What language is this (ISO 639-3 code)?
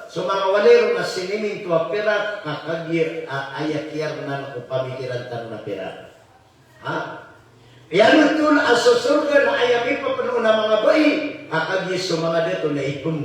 mrw